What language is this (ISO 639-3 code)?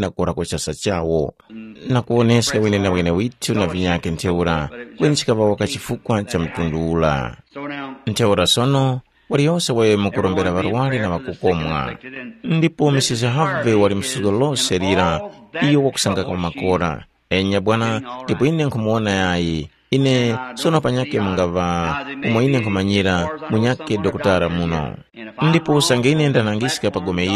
tum